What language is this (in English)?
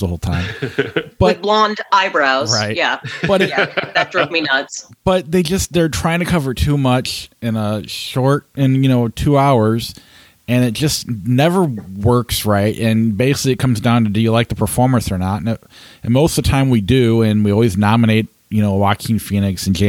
English